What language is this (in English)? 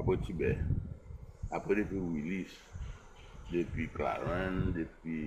Seselwa Creole French